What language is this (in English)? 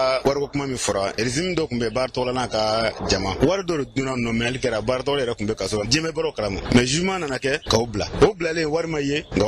Bambara